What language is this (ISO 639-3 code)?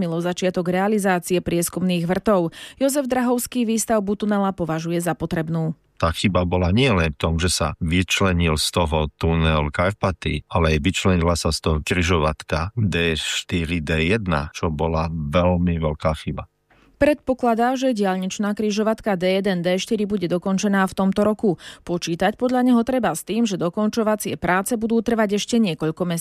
slk